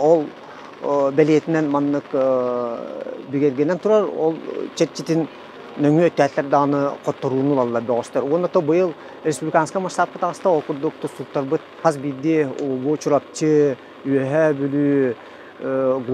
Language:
Yakut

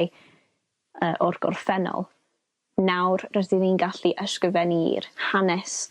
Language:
Welsh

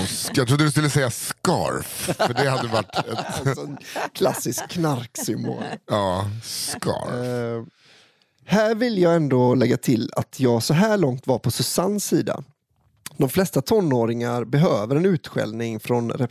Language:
Swedish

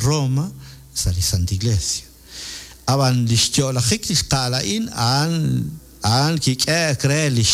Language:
Kekchí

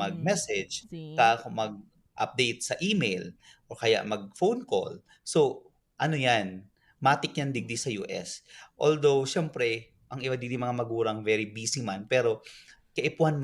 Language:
Bikol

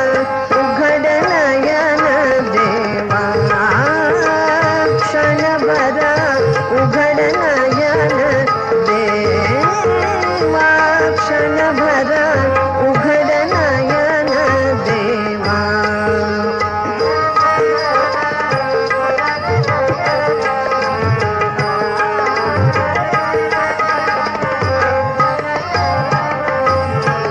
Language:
Marathi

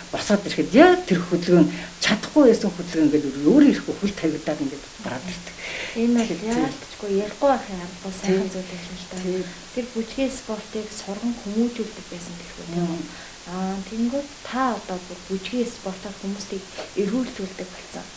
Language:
Mongolian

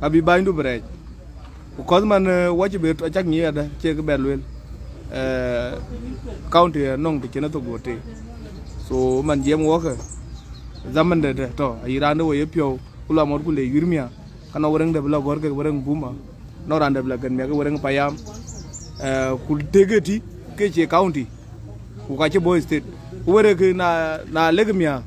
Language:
Dinka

